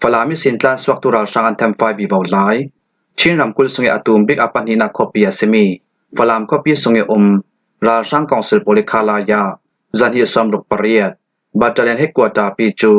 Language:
Falam Chin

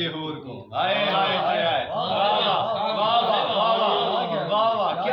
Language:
Saraiki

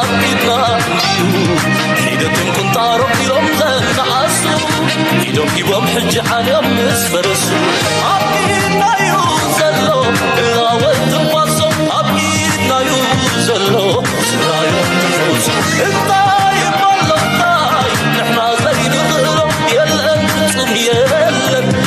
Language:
Tigrinya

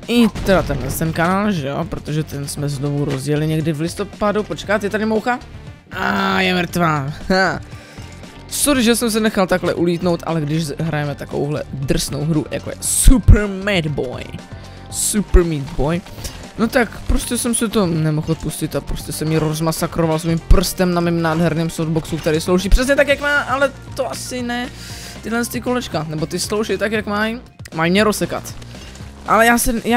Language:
Czech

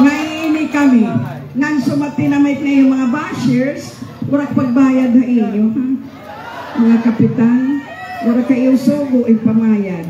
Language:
Waray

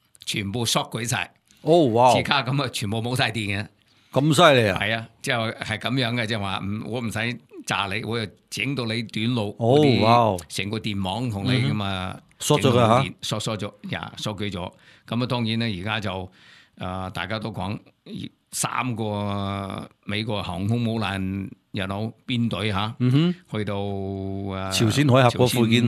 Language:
Cantonese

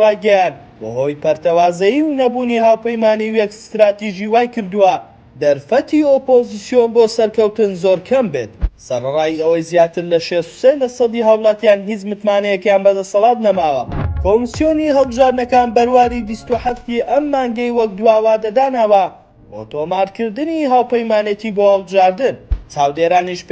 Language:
Central Kurdish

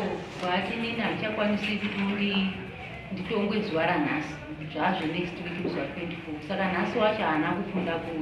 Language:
Shona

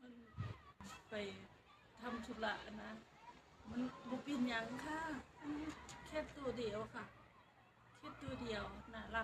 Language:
Northeastern Thai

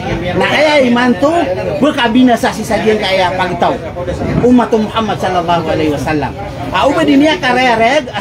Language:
Maranao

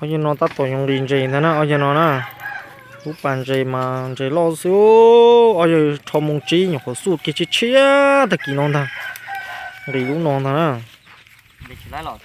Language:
Hmong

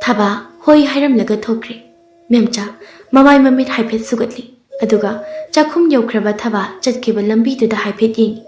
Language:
Manipuri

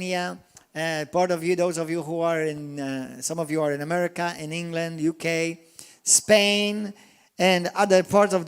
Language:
English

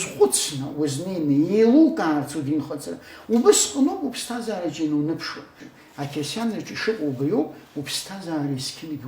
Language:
Abkhazian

